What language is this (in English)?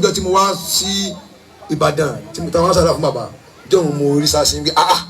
Yoruba